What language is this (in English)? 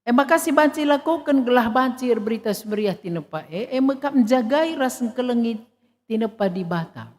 Batak Karo